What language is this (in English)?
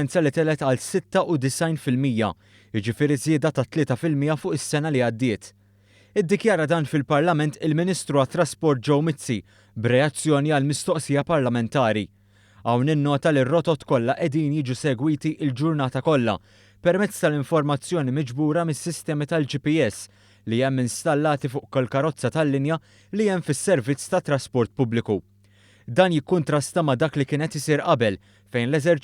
Maltese